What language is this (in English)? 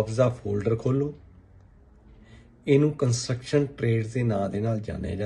Punjabi